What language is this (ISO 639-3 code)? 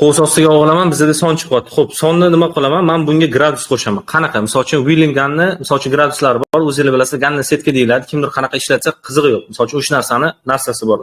uzb